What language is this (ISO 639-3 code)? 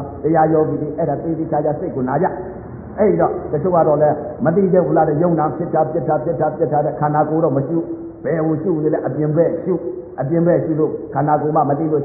mya